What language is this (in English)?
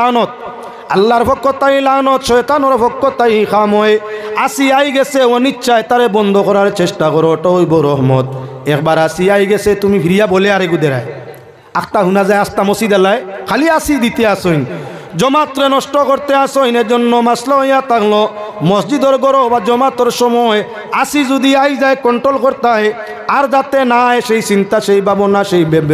Sylheti